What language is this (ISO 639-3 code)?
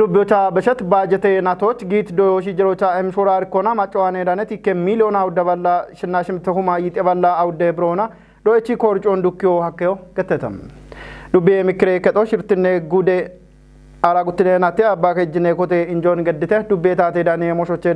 kbr